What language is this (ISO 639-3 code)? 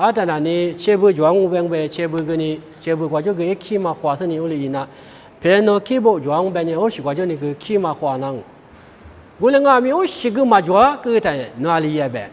lis